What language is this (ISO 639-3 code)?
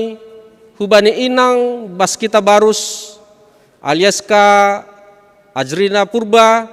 bts